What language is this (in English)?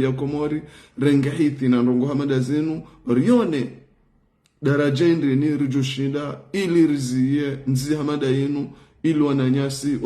Ngazidja Comorian